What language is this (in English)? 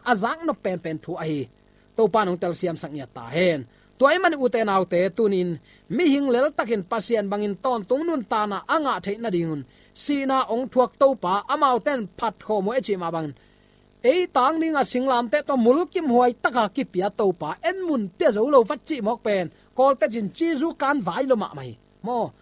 Tedim Chin